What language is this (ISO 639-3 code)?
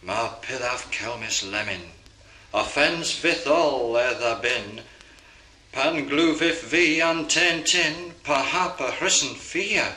cor